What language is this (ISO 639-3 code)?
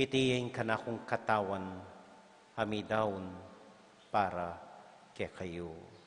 pam